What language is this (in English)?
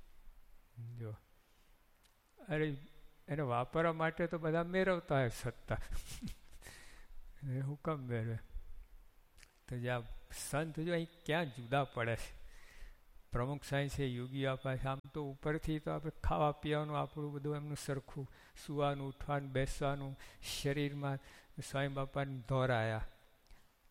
Gujarati